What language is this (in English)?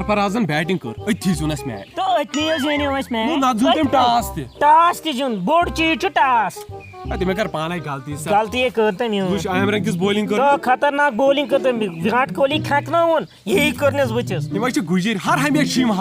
Kashmiri